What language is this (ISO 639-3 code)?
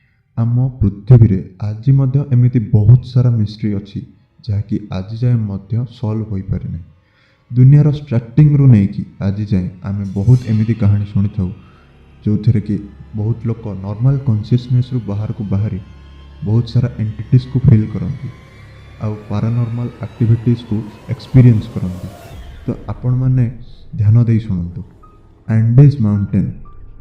ori